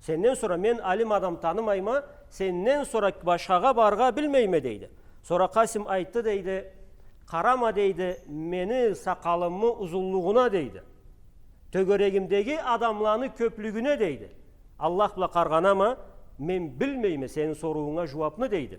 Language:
Karachay-Balkar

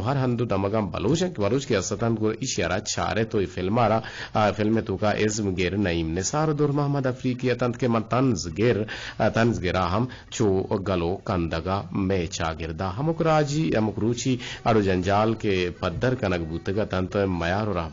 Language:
Eastern Balochi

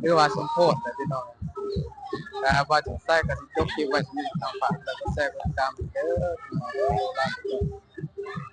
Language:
Lao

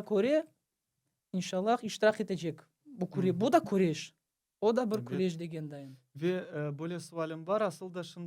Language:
Crimean Tatar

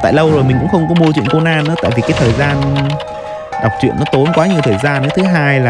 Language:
Vietnamese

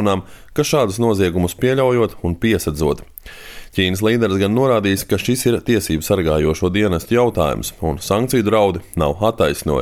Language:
Latvian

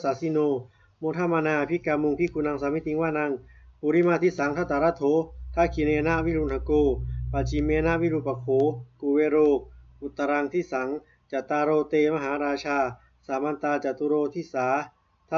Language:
Pali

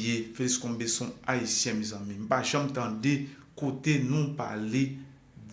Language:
Haitian Creole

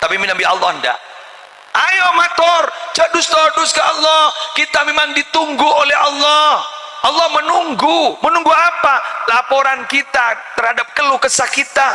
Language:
Madurese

